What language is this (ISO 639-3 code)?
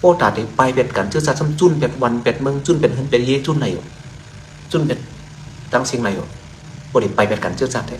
shn